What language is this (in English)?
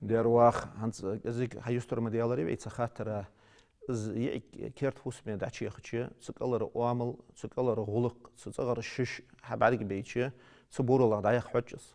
Ingush